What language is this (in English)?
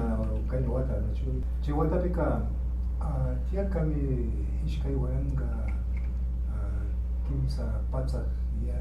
Imbabura Highland Quichua